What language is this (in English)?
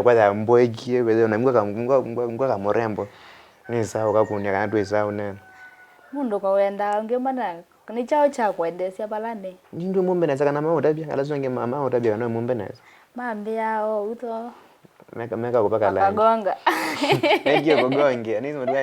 Kamba